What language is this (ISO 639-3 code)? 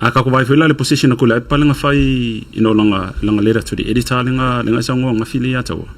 smo